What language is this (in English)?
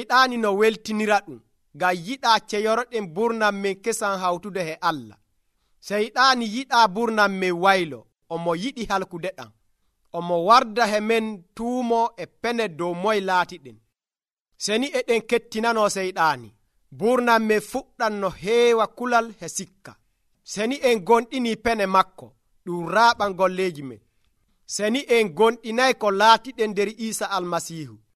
Nigerian Fulfulde